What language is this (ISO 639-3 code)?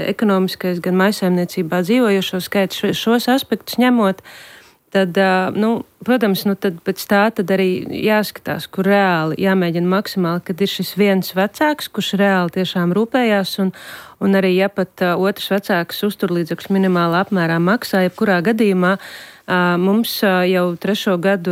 lav